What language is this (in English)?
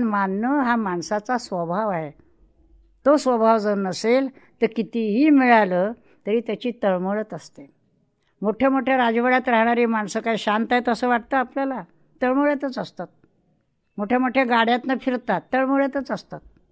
Marathi